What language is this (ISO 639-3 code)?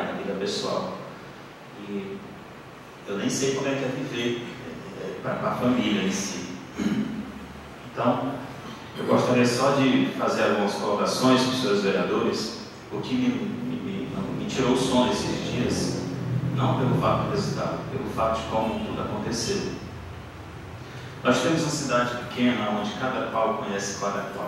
por